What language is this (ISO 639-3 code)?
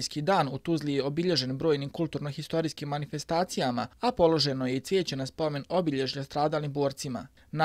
bos